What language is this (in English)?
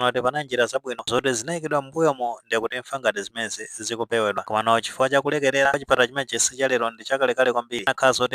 Nyanja